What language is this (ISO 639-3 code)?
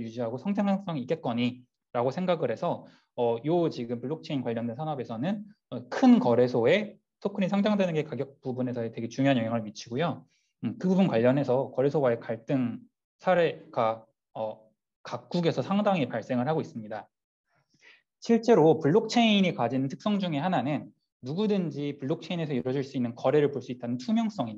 kor